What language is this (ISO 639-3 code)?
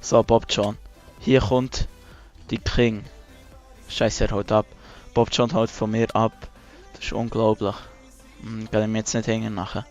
gsw